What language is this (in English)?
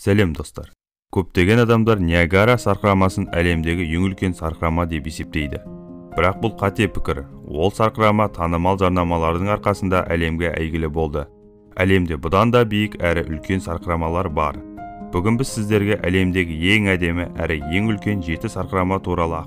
Kazakh